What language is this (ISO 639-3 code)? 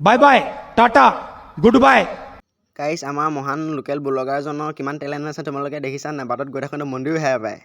asm